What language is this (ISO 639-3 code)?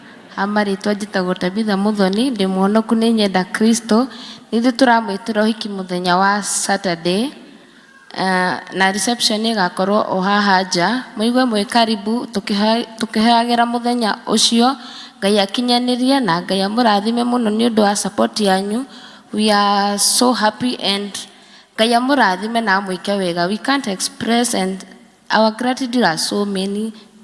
kik